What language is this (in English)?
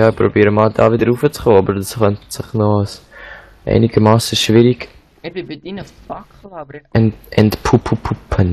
Swiss German